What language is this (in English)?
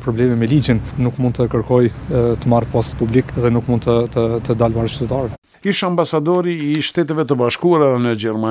Albanian